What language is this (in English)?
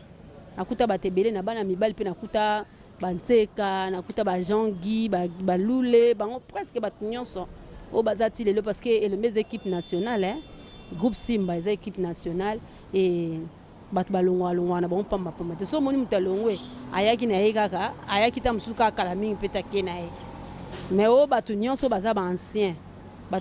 Lingala